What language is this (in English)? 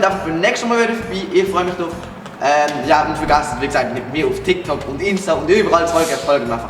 Swiss German